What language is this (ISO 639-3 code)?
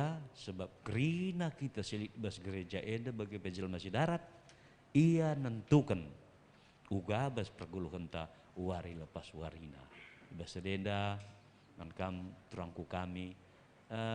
btx